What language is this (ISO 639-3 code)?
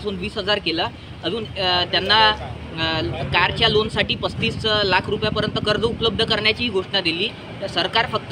mar